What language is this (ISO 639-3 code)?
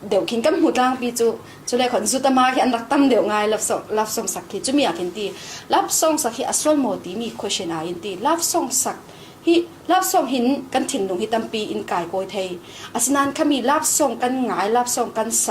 cfm